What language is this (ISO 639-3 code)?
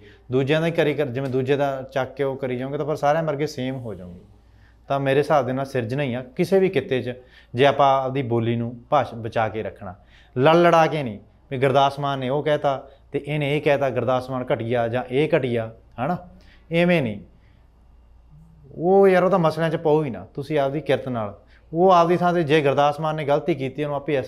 pan